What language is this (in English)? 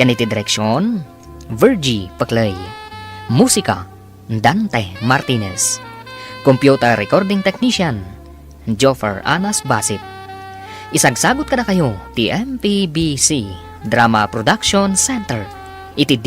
Iloko